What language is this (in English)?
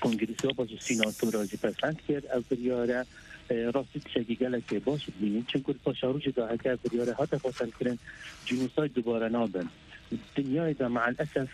Kurdish